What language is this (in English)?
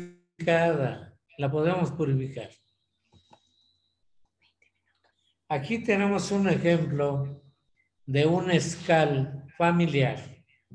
Spanish